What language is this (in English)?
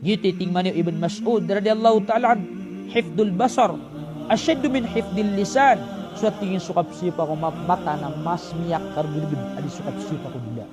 Maranao